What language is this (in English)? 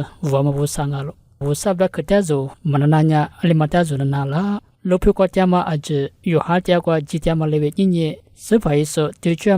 Lisu